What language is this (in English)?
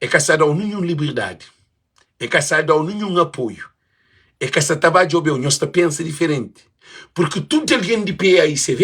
Kabuverdianu